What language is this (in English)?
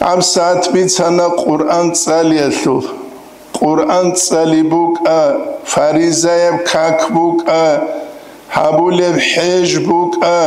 Avaric